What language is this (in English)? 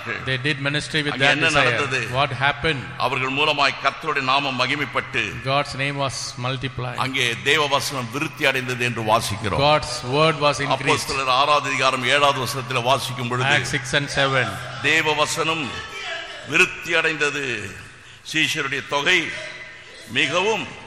Tamil